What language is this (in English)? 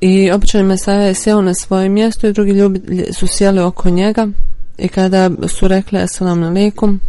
Bosnian